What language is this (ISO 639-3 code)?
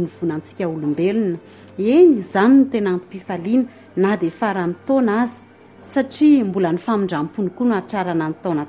mlg